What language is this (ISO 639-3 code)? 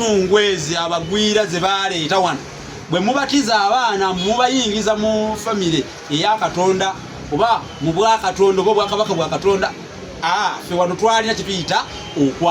lug